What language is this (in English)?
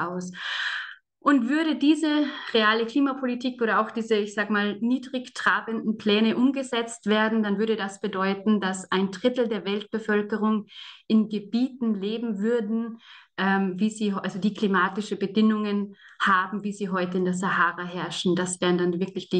German